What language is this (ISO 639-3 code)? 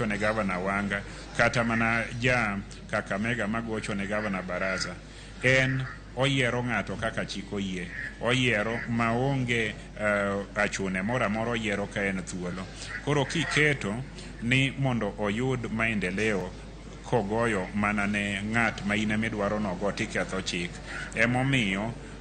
luo